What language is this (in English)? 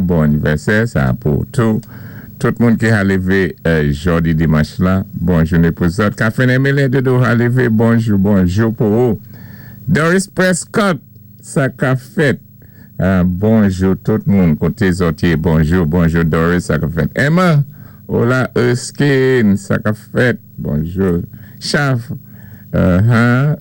Saint Lucian Creole French